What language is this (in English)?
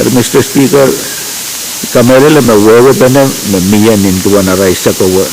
Pohnpeian